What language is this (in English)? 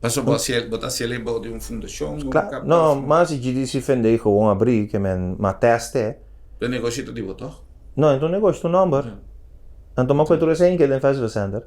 Papiamento